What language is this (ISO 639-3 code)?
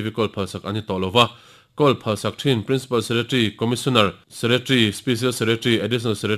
lus